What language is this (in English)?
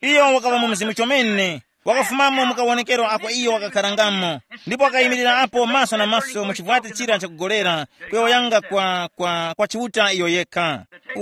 Tumbuka